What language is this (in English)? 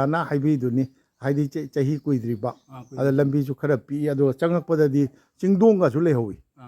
Manipuri